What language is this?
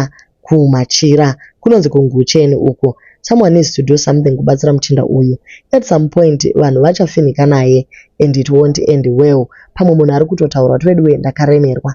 Shona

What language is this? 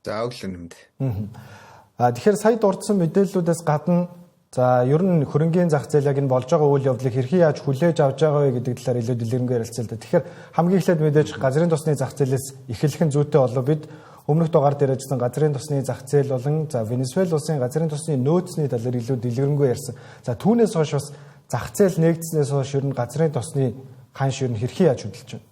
Mongolian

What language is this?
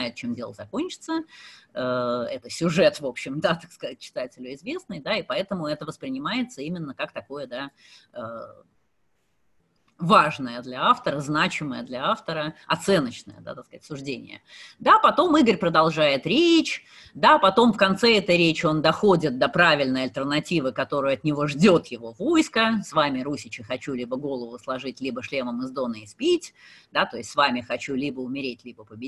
Russian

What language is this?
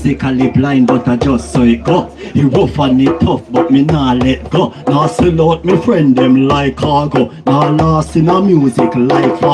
Jamaican Creole English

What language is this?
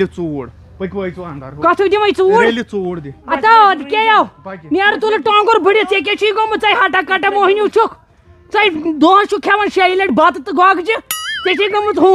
Kashmiri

